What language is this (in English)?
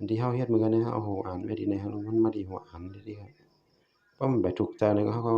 Shan